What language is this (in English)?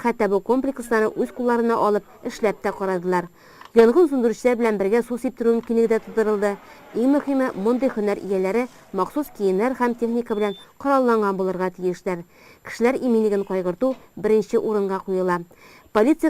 Tatar